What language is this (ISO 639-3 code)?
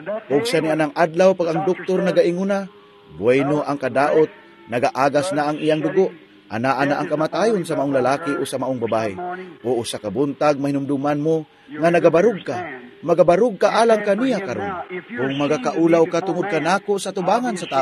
ceb